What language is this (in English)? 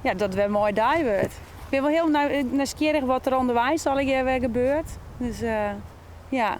Western Frisian